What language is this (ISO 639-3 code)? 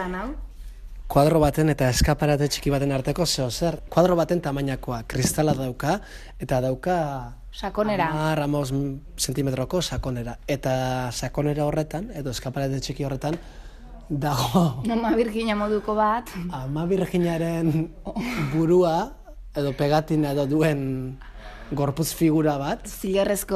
eus